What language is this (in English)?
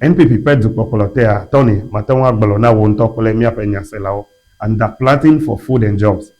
Ewe